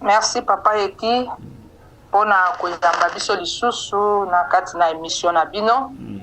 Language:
Lingala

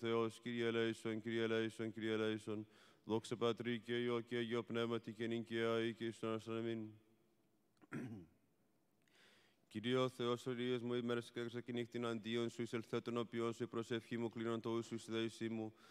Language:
Greek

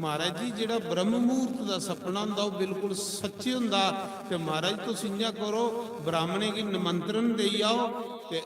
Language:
Dogri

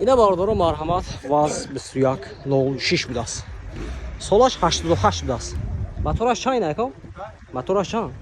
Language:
Tajik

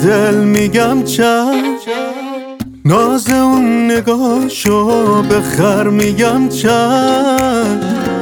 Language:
Persian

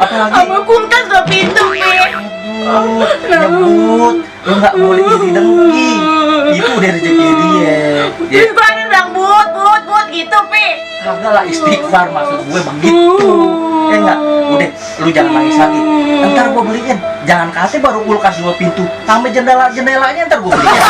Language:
Betawi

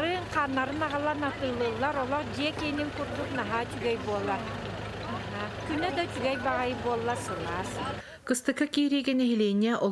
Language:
Yakut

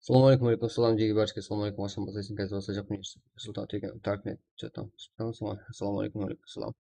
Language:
Kara-Kalpak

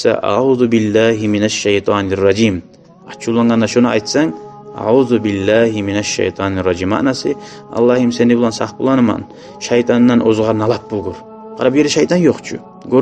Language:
Kumyk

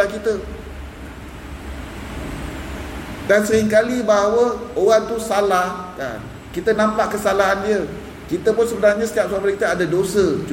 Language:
Malay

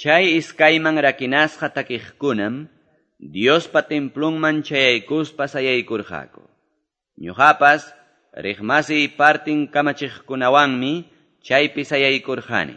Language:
Quechua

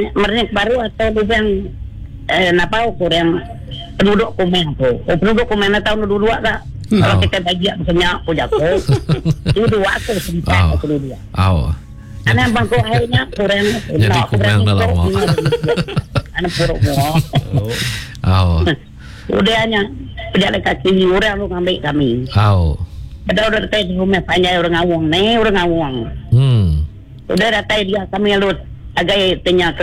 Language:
Iban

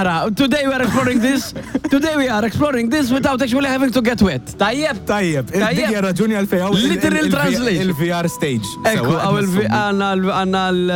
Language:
Maltese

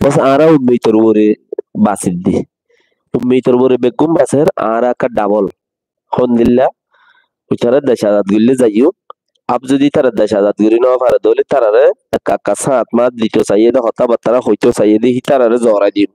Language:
Rohingya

